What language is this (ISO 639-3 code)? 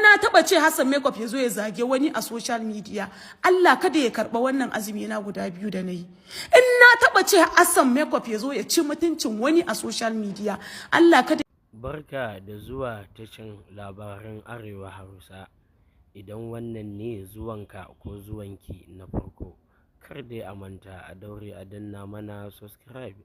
hau